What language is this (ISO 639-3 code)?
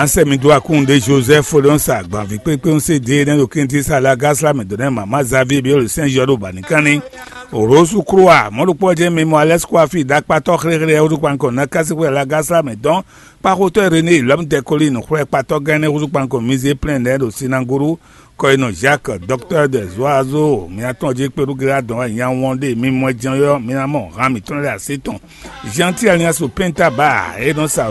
fon